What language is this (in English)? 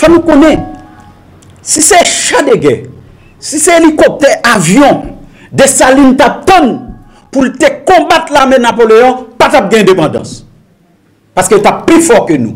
Haitian Creole